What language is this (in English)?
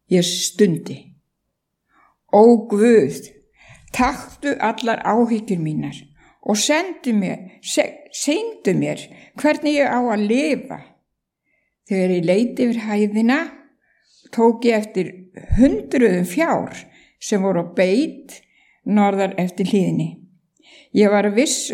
Icelandic